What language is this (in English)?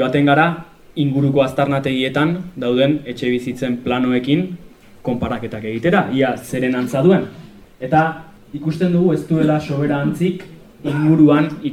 Basque